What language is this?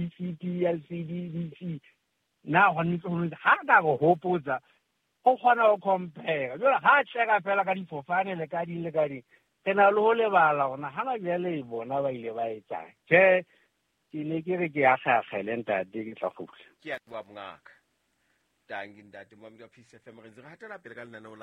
Southern Sotho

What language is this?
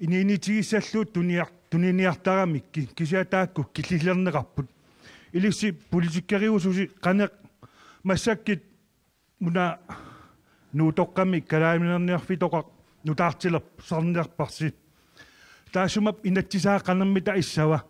Kalaallisut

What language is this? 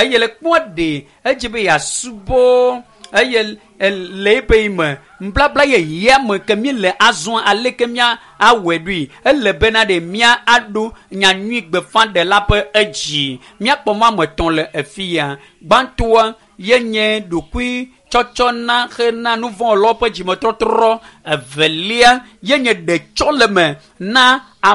Ewe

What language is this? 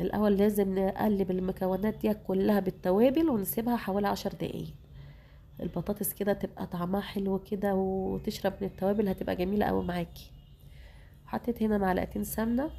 Egyptian Arabic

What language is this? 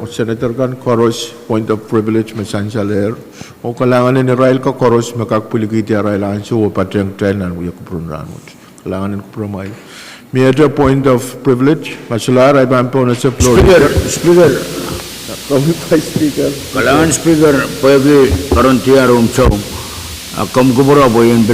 Pohnpeian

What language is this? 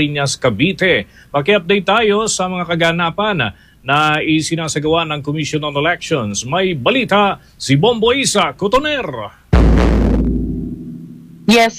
Filipino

